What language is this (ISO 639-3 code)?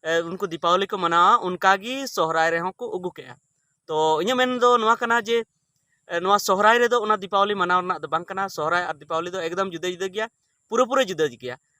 sat